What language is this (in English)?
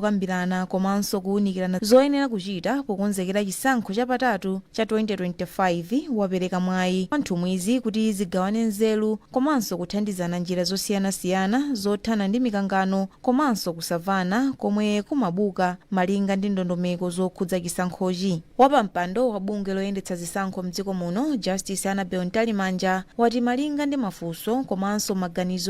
Nyanja